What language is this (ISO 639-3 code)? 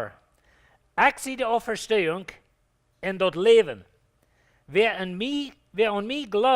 pdt